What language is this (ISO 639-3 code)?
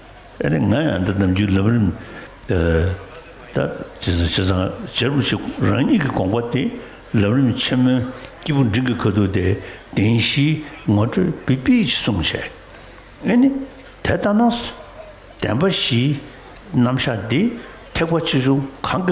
bod